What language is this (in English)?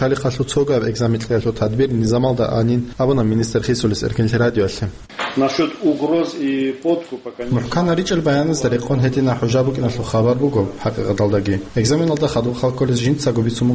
Avaric